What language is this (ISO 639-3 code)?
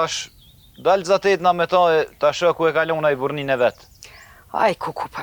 sqi